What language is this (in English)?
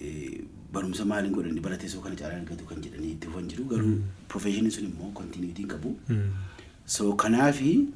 Oromo